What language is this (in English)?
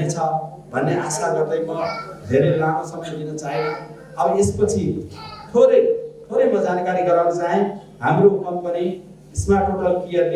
Nepali